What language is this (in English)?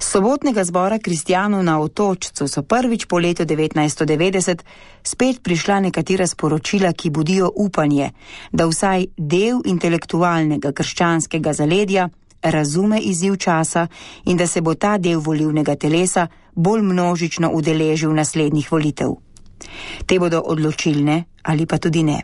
Slovenian